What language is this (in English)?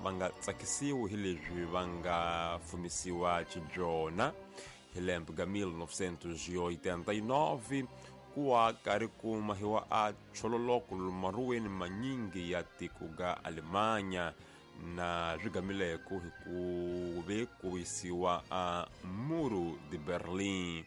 Tsonga